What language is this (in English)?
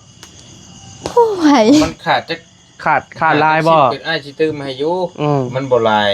Northeastern Thai